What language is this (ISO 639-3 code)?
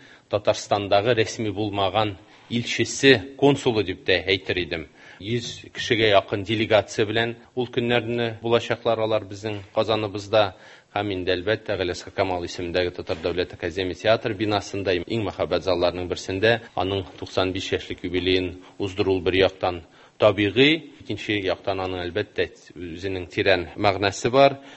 tat